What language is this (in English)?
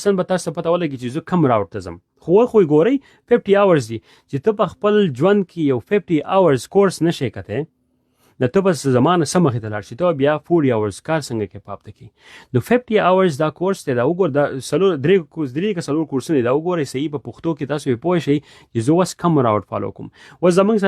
Pashto